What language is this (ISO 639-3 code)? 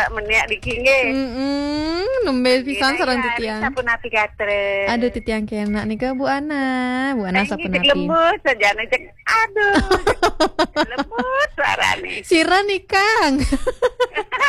ban